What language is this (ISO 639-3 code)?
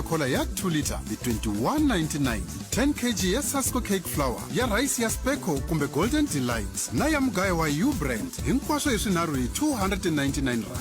tso